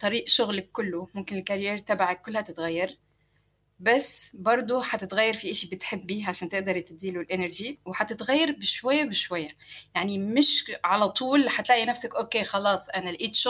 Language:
North Levantine Arabic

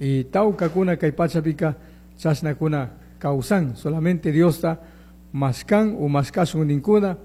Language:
Chimborazo Highland Quichua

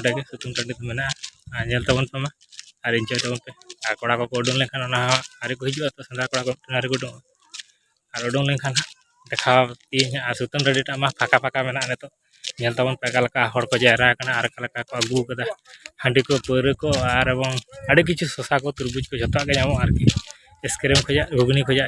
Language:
Santali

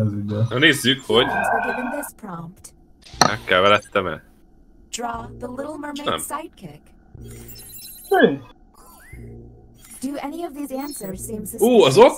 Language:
Hungarian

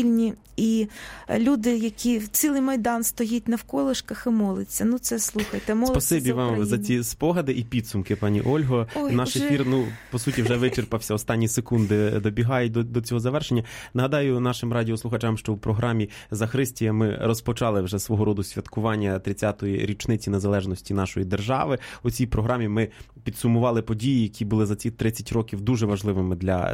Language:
Ukrainian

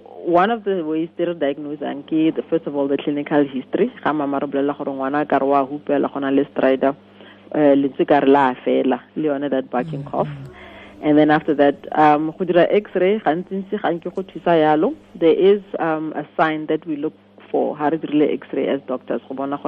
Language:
Tswana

